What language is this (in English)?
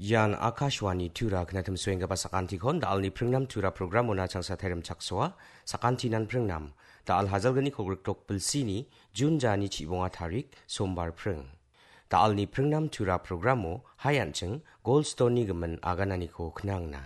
Garo